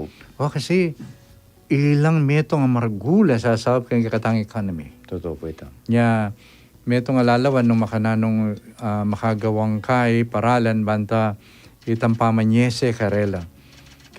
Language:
Pampanga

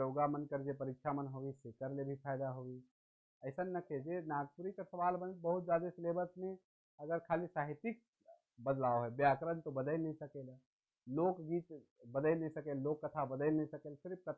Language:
Sadri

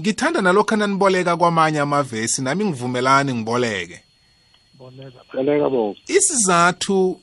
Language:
South Ndebele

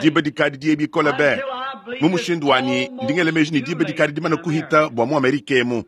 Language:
Luba-Lulua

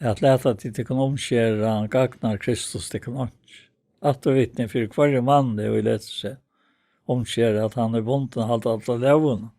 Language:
Faroese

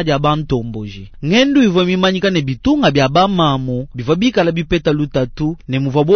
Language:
Luba-Lulua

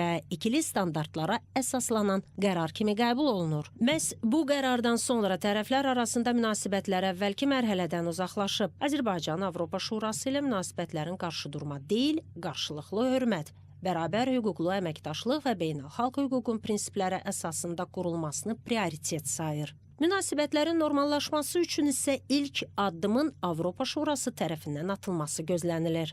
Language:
Azerbaijani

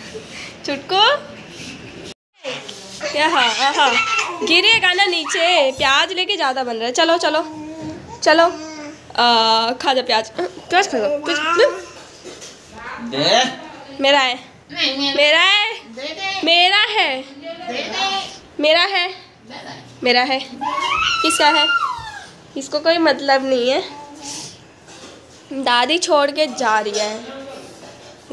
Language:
Hindi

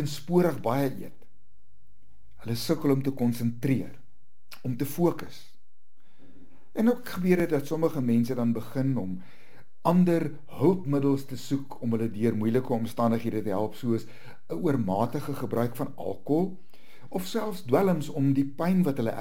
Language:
Afrikaans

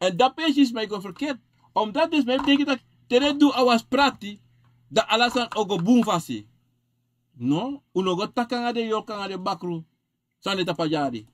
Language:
Sranan Tongo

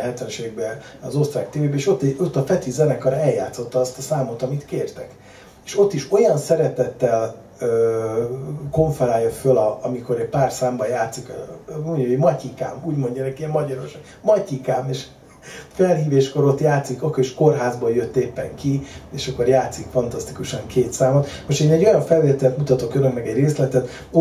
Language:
Hungarian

